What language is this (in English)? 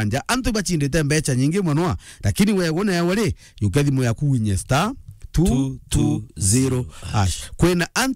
Meru